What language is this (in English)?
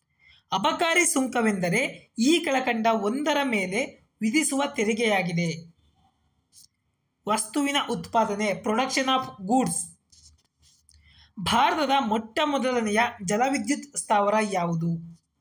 Kannada